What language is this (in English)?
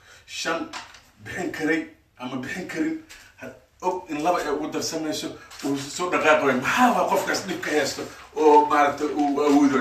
Somali